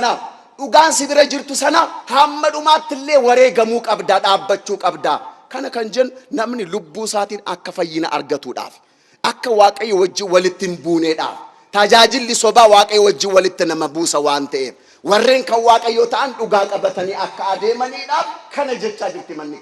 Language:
Oromo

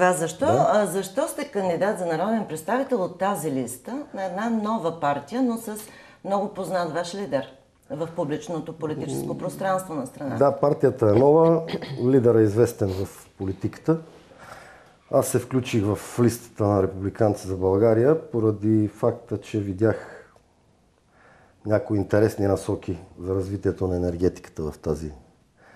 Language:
Bulgarian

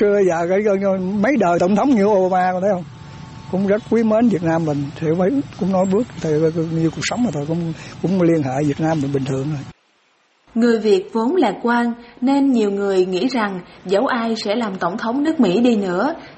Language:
Vietnamese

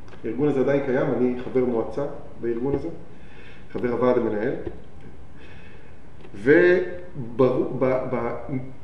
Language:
Hebrew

